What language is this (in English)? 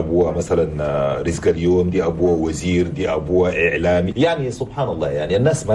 Chadian Arabic